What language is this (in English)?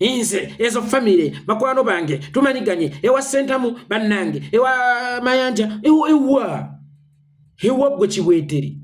Ganda